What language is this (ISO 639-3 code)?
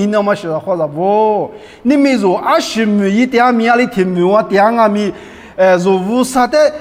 lis